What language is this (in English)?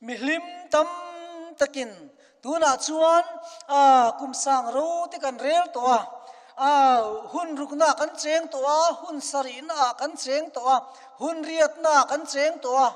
Mizo